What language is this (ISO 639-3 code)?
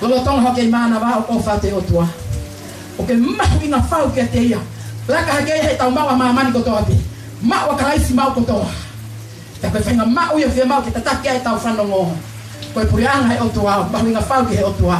ton